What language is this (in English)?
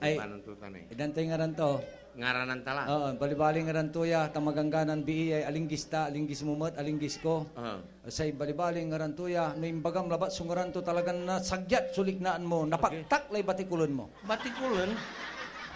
Pangasinan